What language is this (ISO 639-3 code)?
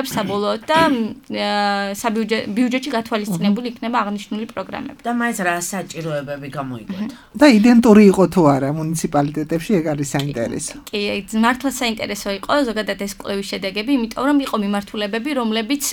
kat